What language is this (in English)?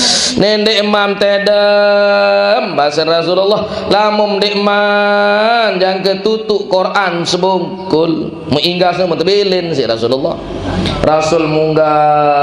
Sasak